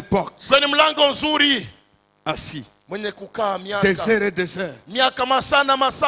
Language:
Swahili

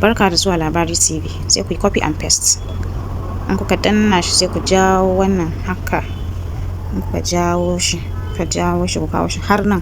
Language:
Hausa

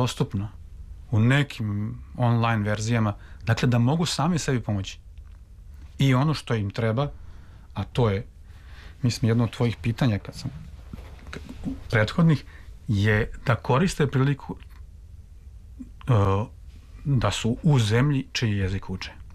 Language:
Serbian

